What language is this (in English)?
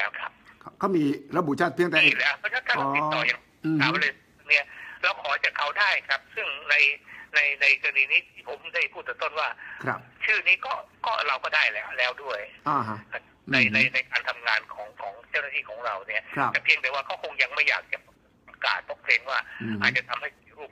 Thai